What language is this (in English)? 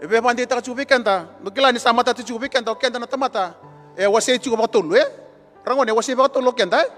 Fijian